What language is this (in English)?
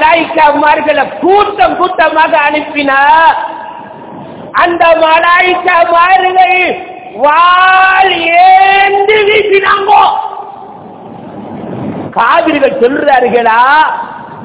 Tamil